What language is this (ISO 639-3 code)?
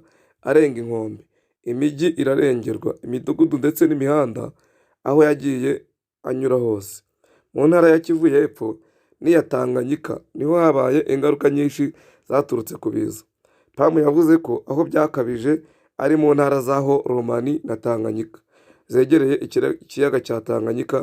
kin